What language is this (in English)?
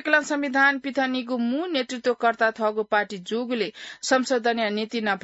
Newari